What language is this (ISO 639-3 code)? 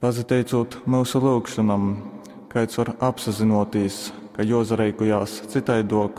ltg